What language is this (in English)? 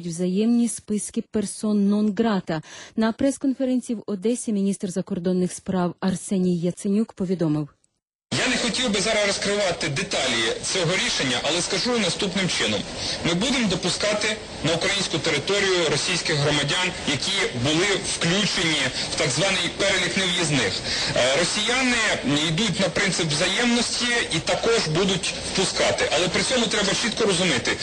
Ukrainian